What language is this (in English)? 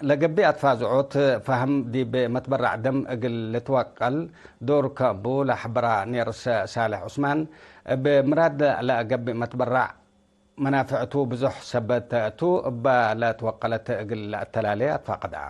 Tigre